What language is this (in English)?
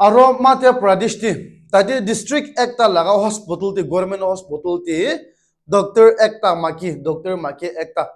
Naga Pidgin